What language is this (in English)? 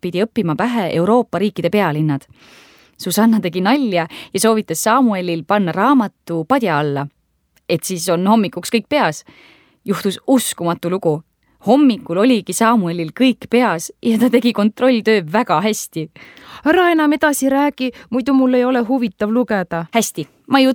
Estonian